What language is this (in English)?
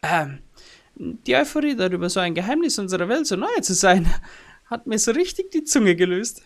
Bavarian